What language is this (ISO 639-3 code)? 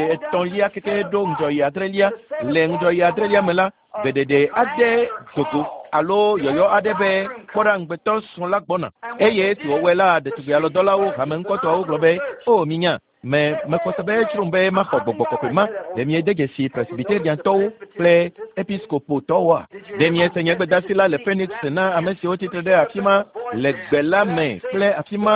ewe